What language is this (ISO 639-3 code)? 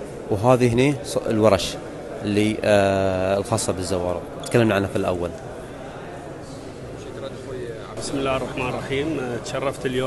ara